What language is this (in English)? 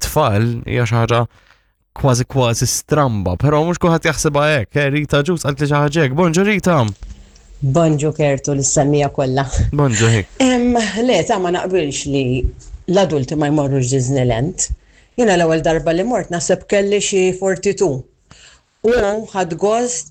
Maltese